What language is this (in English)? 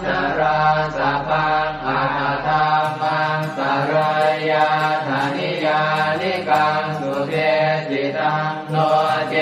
Pali